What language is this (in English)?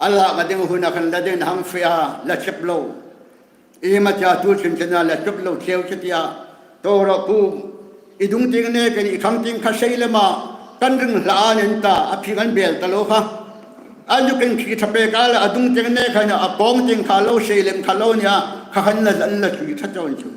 Hmar